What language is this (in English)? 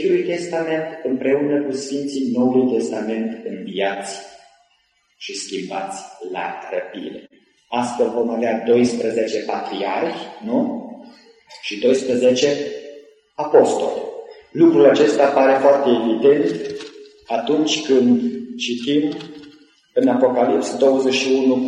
Romanian